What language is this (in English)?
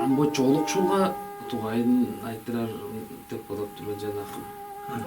Tuvinian